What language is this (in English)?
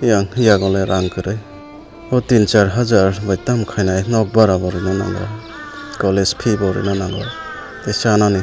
Kok Borok